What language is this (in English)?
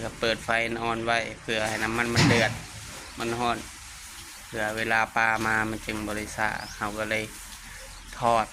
Lao